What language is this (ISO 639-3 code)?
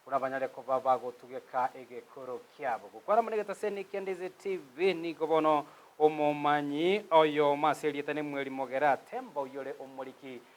guz